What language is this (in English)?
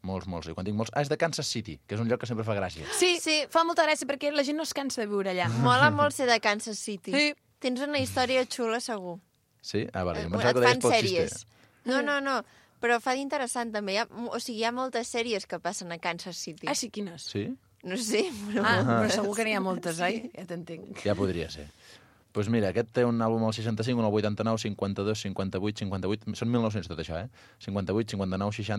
Catalan